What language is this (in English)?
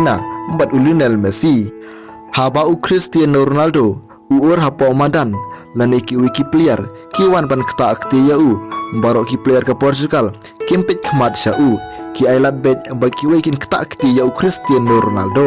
Khasi